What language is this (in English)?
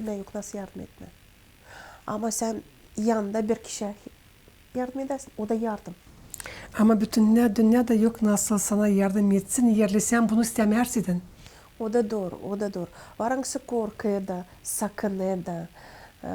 Gagauz